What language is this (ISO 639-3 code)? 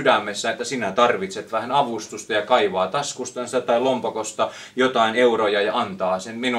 fin